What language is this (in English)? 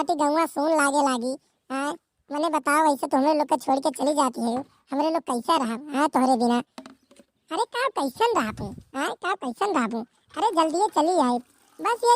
Awadhi